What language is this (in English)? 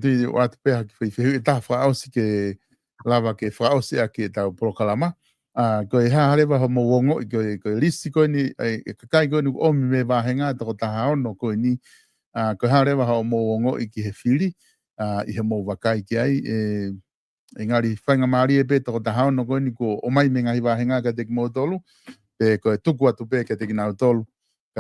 Tongan